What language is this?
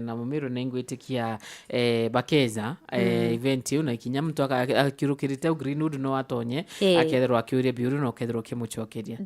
Meru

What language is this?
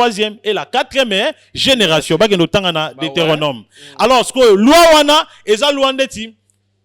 Lingala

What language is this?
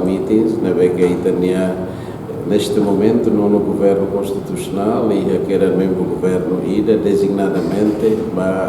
Tetum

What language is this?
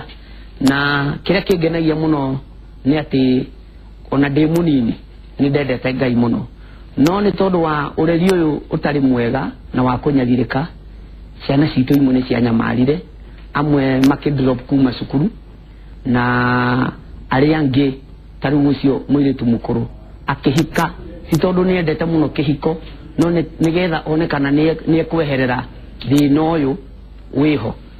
Kikuyu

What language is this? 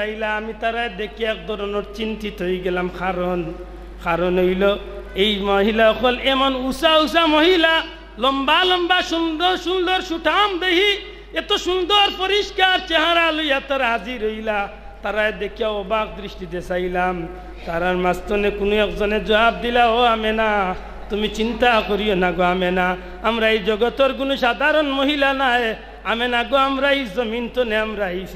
Sylheti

